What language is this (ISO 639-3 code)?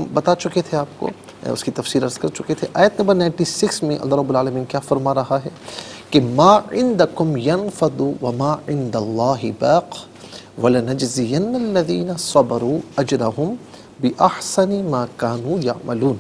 urd